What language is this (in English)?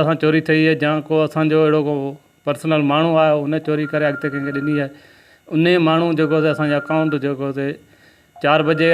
Sindhi